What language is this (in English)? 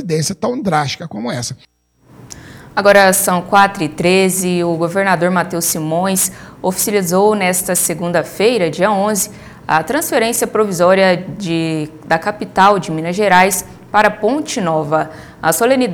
Portuguese